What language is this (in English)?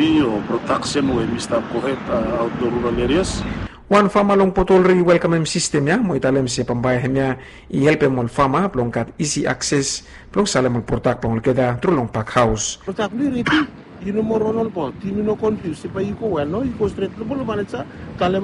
Bislama